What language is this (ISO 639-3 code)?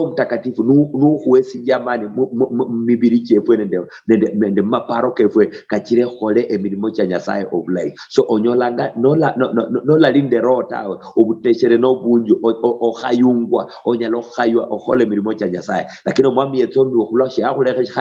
luy